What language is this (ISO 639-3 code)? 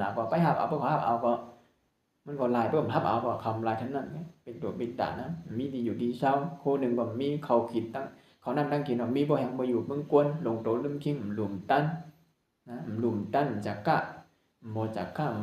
shn